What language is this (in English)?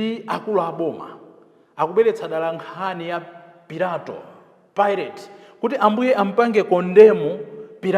Nyanja